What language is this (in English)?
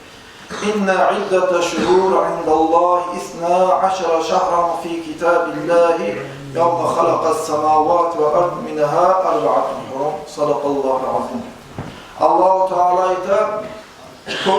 Kumyk